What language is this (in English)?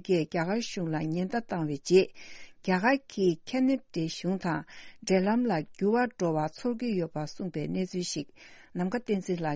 Tibetan